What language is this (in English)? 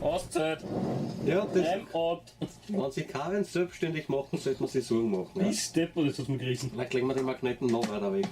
Bavarian